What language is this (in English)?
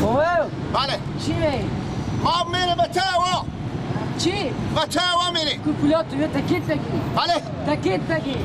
Persian